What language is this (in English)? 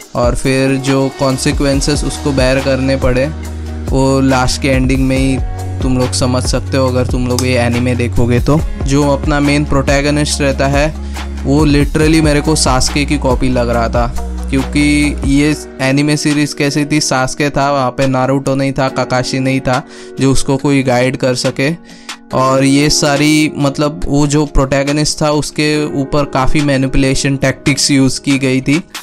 Hindi